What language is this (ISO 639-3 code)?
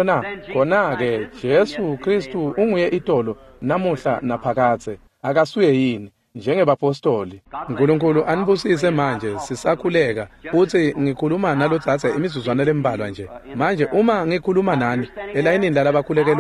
ssw